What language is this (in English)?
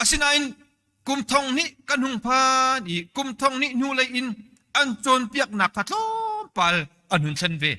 Hakha Chin